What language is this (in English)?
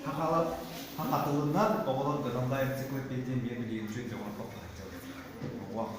Yakut